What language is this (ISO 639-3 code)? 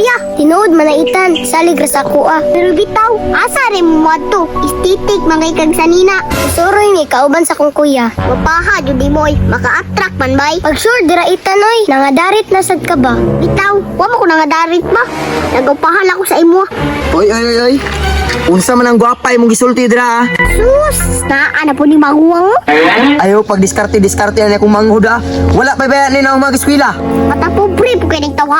ceb